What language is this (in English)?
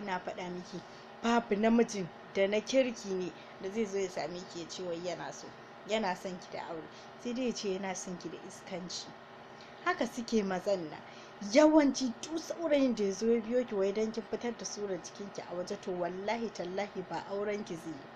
Hausa